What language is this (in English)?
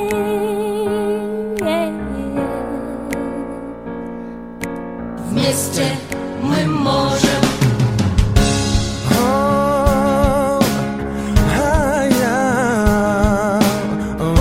Kazakh